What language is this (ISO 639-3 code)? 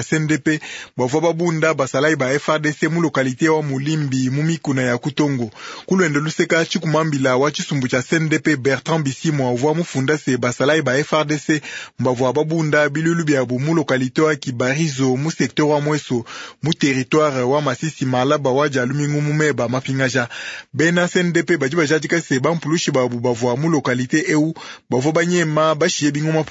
lua